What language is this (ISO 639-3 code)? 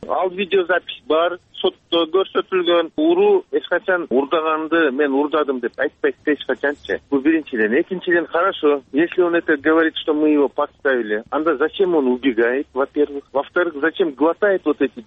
kir